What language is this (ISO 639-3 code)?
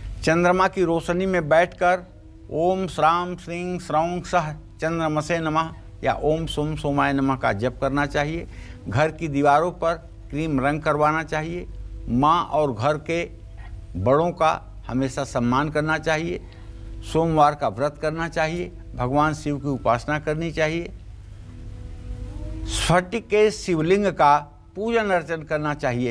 hin